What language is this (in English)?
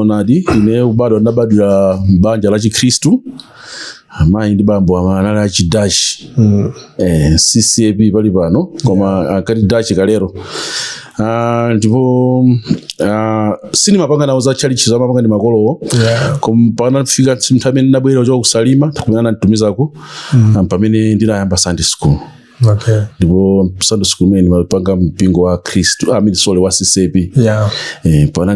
Nyanja